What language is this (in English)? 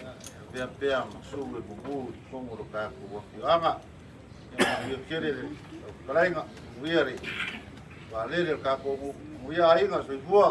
Samoan